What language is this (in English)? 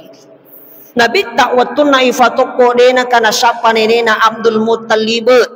Buginese